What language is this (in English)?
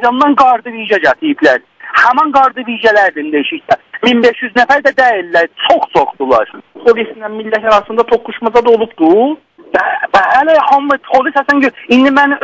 South Azerbaijani